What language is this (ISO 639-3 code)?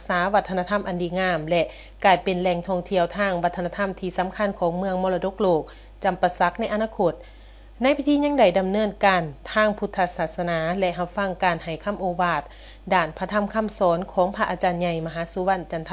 lao